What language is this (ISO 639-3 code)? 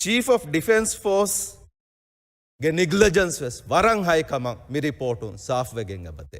div